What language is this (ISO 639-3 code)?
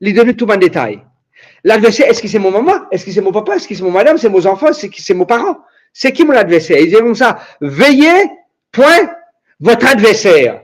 mfe